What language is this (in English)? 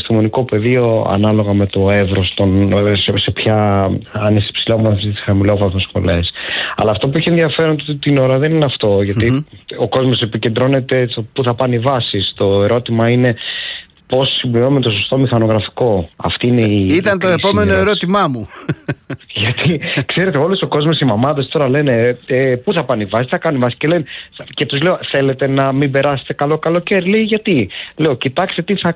Greek